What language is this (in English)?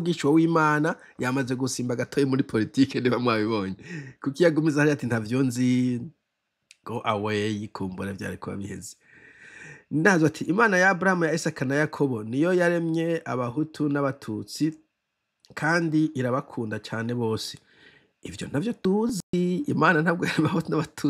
Rundi